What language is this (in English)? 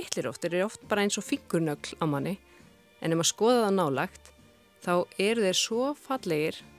Icelandic